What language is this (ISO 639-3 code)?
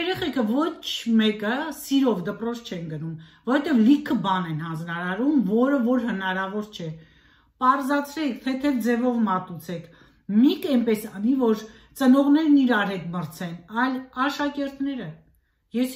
hye